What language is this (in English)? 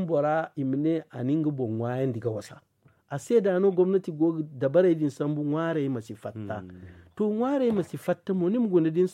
Zarma